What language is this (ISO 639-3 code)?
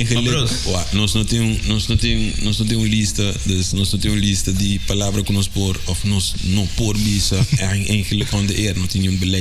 pap